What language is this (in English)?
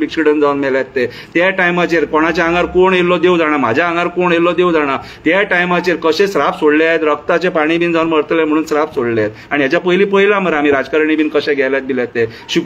Konkani